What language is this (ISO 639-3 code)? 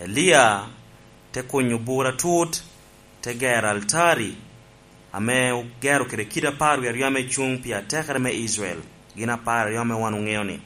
laj